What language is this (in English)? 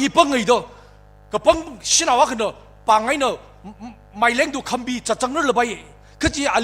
Tangkhul Naga (India)